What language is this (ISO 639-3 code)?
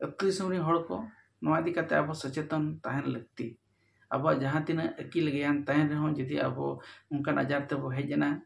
sat